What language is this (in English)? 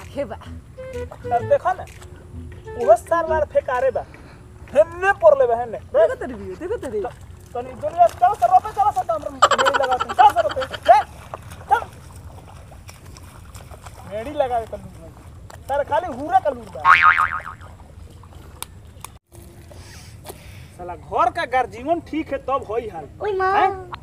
Bhojpuri